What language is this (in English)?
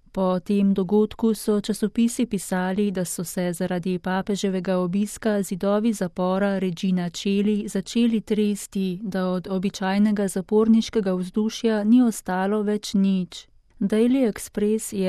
Slovenian